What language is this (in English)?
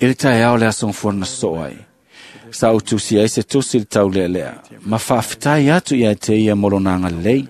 Samoan